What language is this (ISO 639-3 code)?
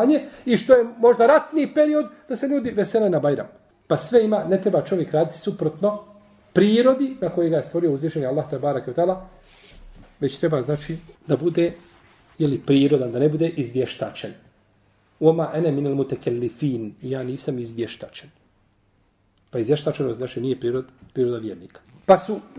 bos